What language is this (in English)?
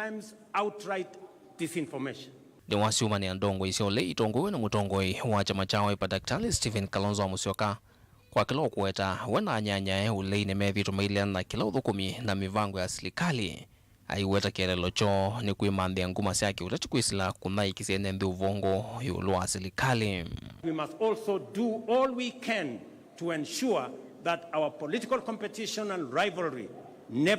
Kamba